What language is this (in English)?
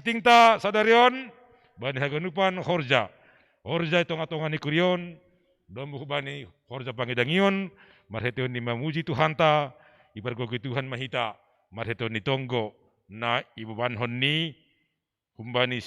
Batak Simalungun